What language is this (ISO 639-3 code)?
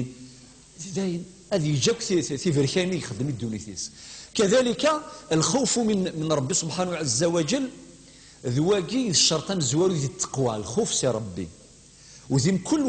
kab